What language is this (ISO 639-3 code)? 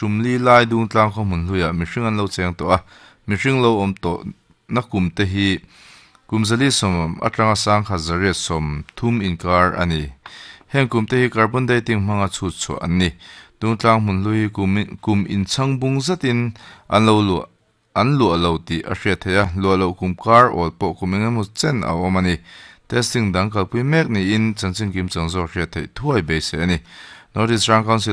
lus